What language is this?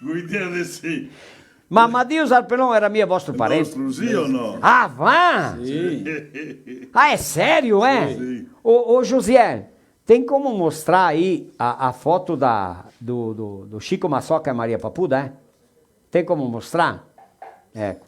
Venetian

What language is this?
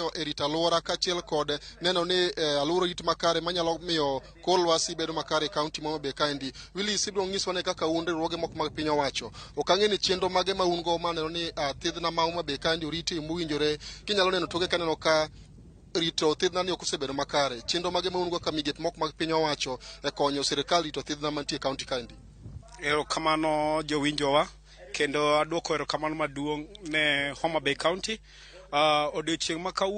Luo (Kenya and Tanzania)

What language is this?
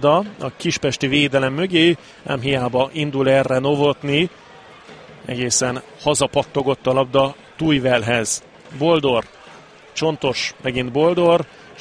Hungarian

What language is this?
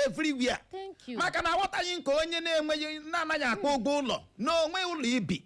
Igbo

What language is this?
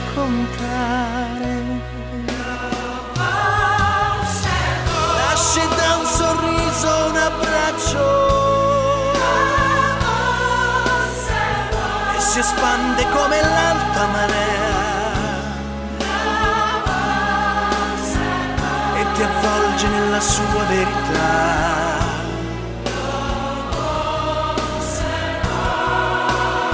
Italian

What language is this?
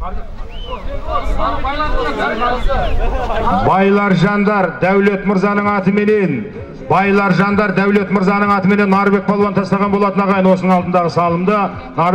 Kazakh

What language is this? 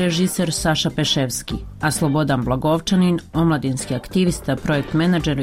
Bosnian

